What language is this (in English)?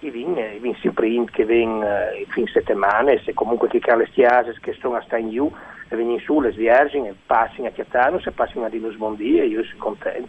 Friulian